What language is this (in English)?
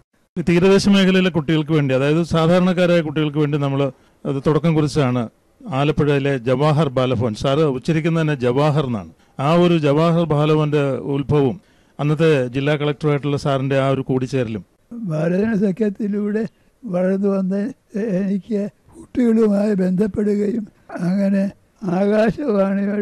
Malayalam